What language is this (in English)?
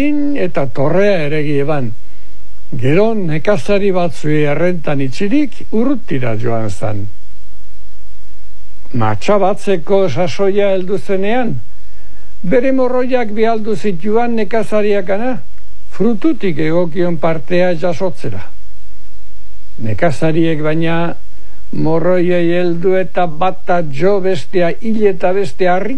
Basque